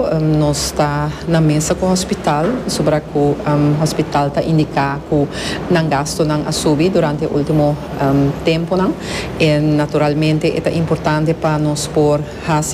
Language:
Papiamento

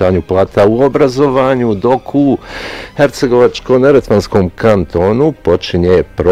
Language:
Bosnian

